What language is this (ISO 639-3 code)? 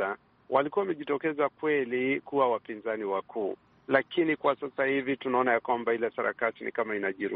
swa